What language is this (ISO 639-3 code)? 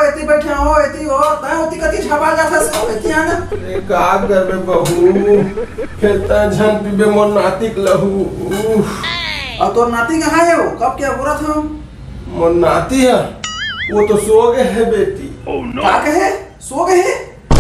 hne